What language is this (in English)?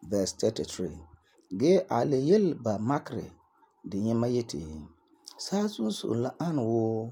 Frafra